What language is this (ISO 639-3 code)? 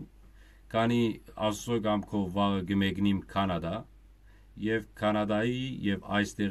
hyw